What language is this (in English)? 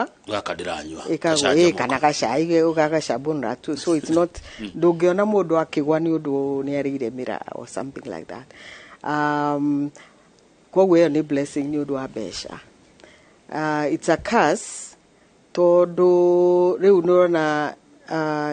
Kikuyu